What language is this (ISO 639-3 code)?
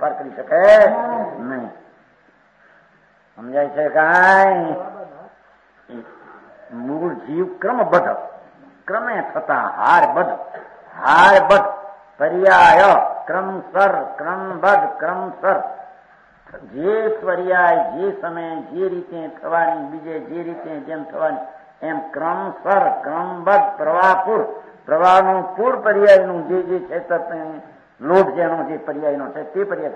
guj